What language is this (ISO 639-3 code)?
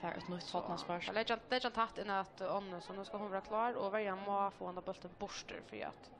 fao